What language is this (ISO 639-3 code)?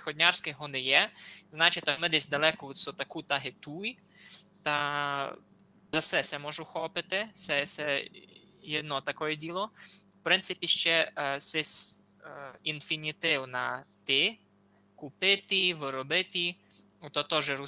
rue